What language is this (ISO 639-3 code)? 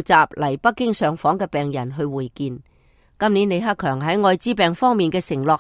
yue